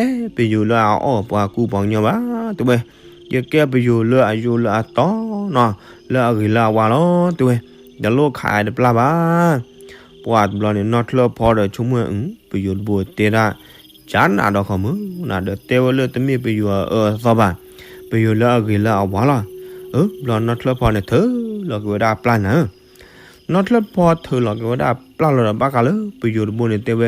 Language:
S'gaw Karen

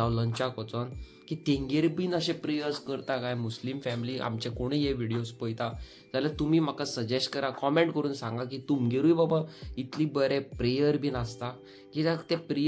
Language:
Konkani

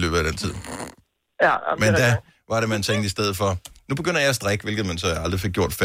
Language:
Danish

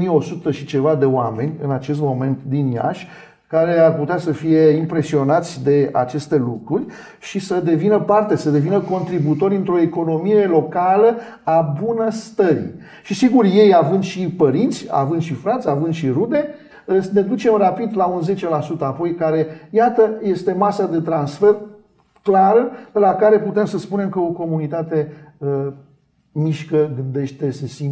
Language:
Romanian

